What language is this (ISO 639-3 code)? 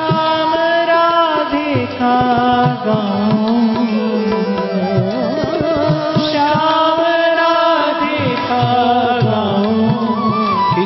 hin